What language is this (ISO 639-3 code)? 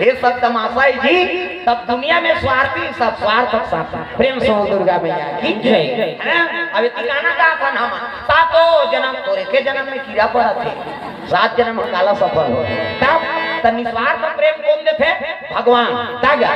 hne